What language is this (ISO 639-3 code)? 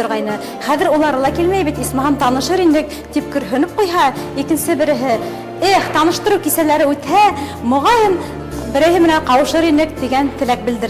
bak